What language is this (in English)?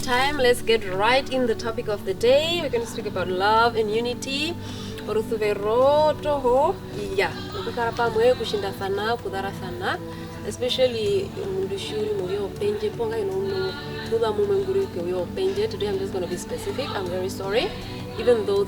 Herero